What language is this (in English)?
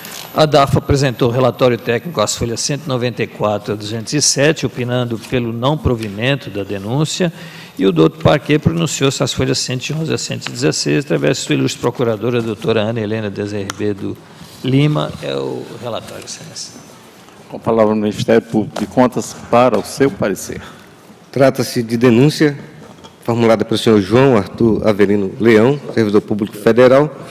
Portuguese